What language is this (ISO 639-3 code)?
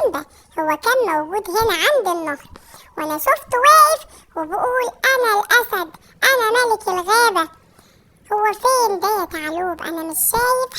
arz